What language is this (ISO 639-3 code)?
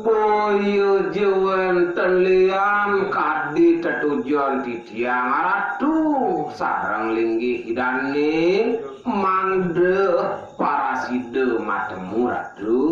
ban